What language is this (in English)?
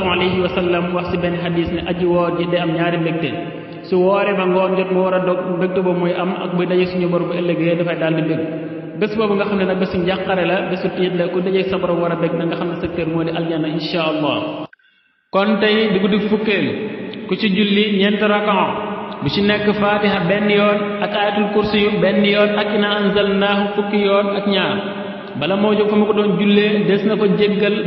Wolof